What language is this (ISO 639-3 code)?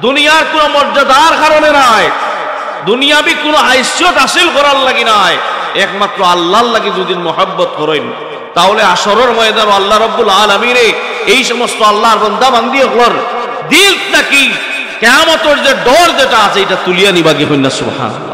syl